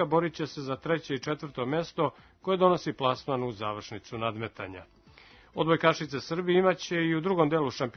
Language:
Serbian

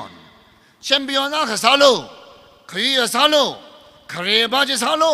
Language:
Tangkhul Naga (India)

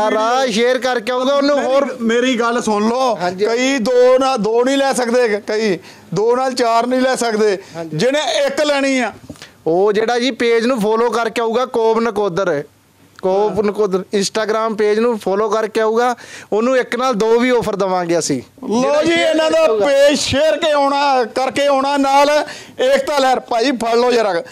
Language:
Punjabi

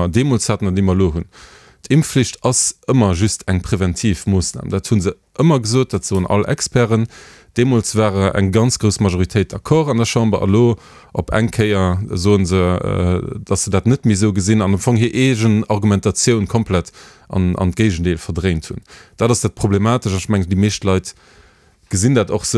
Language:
Luxembourgish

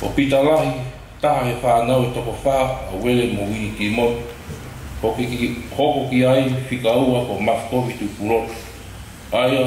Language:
Tongan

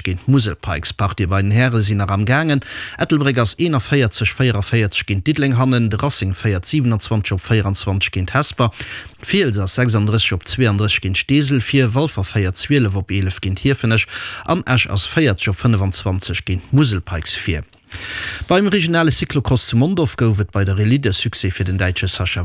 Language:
Luxembourgish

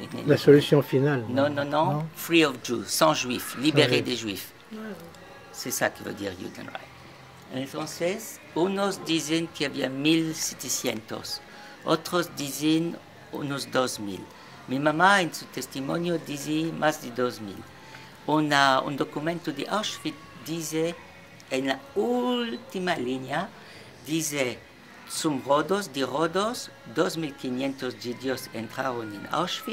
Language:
Ladino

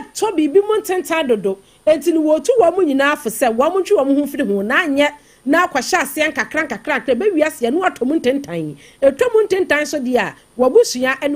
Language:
Akan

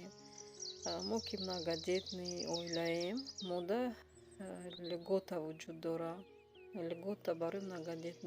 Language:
Tajik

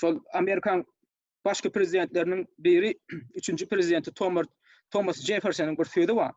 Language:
Turkmen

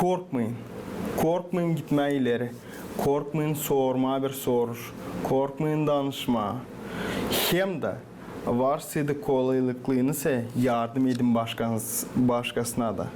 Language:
Gagauz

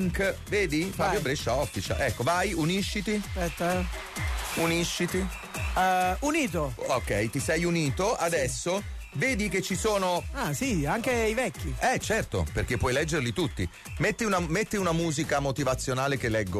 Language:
Italian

